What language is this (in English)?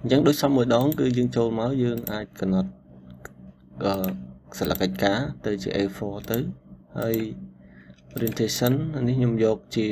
Khmer